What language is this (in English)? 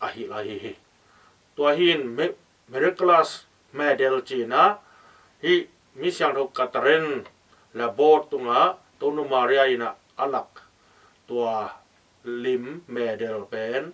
Tedim Chin